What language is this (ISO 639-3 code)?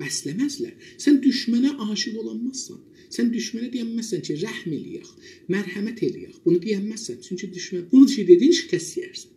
azb